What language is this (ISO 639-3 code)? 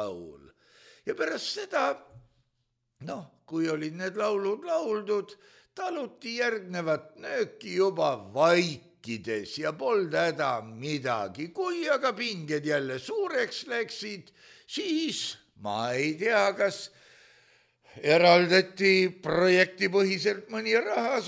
est